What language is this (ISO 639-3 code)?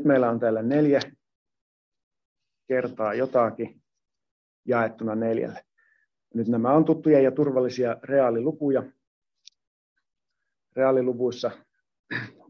fin